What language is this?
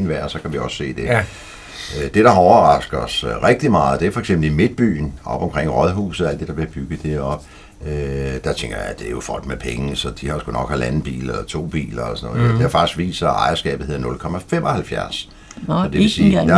Danish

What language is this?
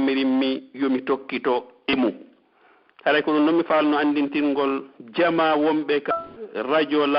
Pular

